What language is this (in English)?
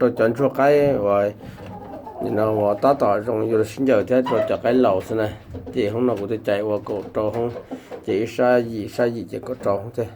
Hmong